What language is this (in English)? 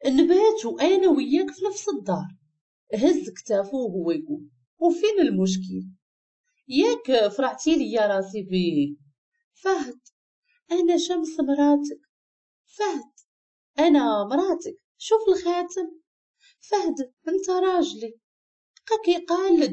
Moroccan Arabic